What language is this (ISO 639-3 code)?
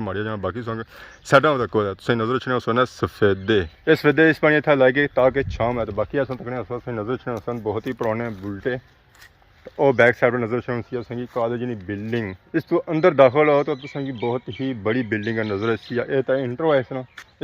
phr